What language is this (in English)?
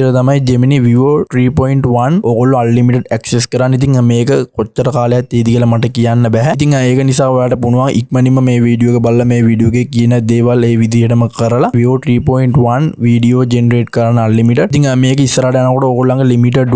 Sinhala